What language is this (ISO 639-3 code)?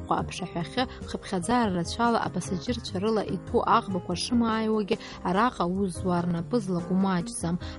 abk